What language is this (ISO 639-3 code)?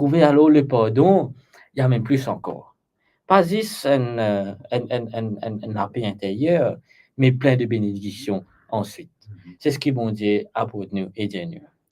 mfe